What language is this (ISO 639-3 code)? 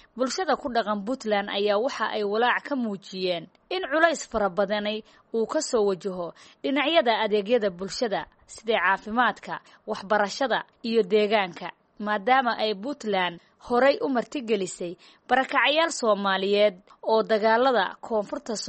som